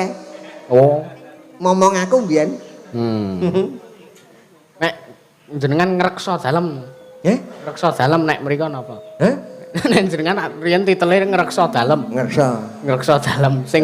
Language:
Javanese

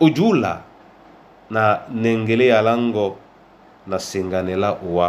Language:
Duala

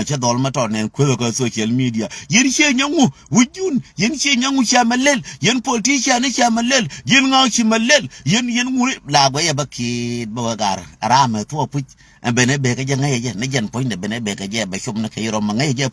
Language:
Nuer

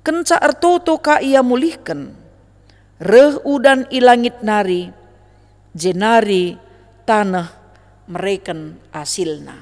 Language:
Batak Karo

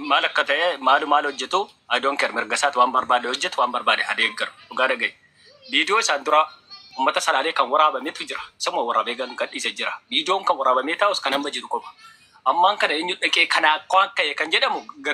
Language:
Oromo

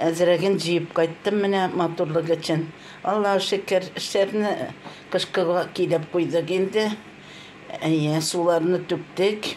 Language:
Tatar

